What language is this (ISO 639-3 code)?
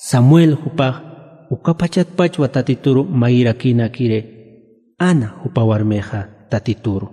aym